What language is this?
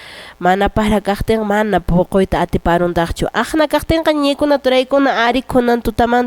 Quechua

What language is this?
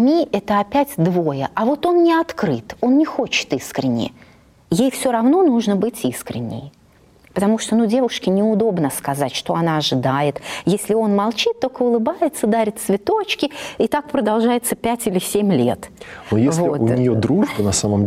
Russian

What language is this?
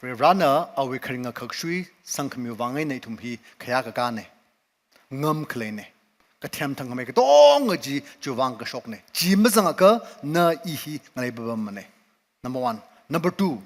Tangkhul Naga (India)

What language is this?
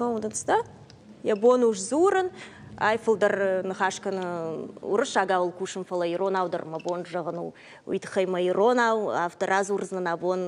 Ossetic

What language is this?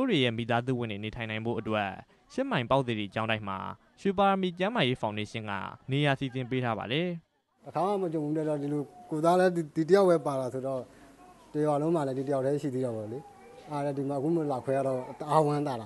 Burmese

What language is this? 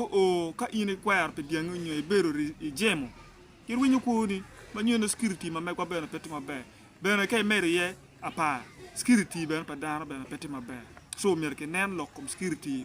Acoli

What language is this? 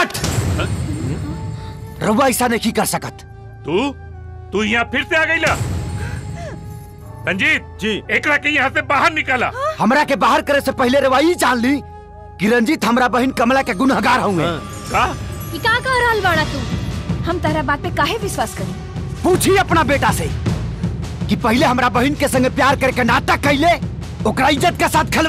Bhojpuri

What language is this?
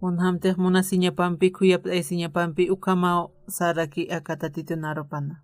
Aymara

